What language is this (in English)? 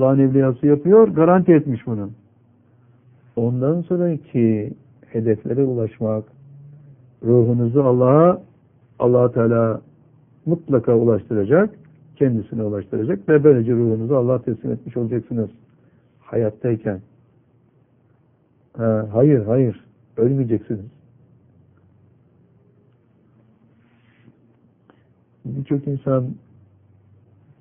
Turkish